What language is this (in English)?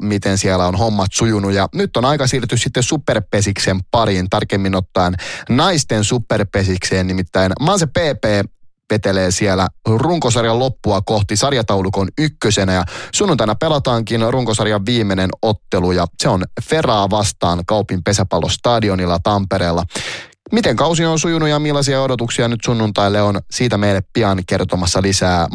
Finnish